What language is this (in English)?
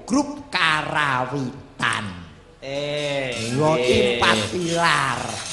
Javanese